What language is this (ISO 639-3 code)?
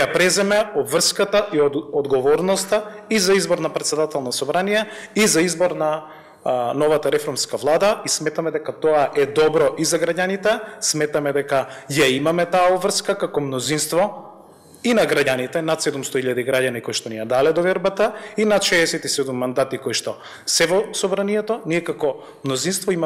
mkd